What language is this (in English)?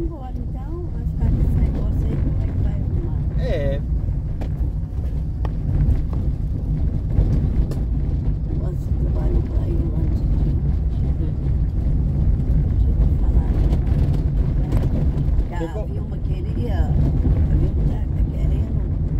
Portuguese